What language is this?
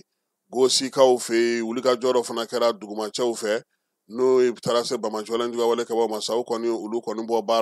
Bambara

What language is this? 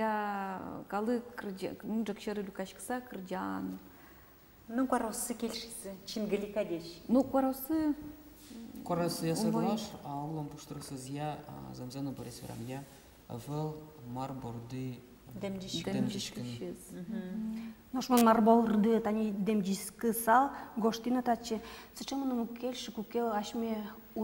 Udmurt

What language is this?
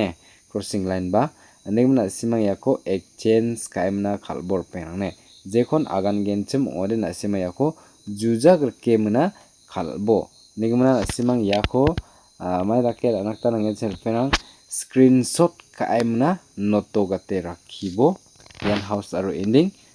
Garo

